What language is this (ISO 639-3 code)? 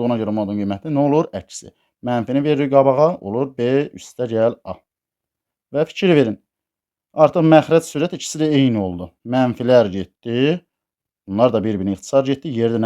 aze